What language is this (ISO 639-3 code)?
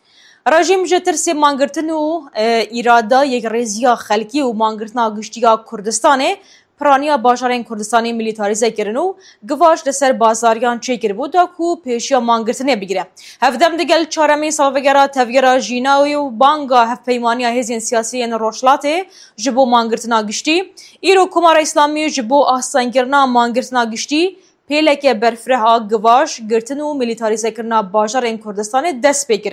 kur